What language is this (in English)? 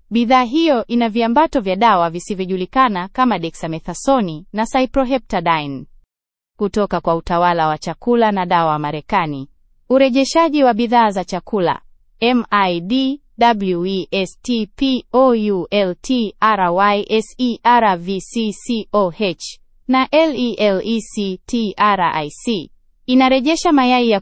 Swahili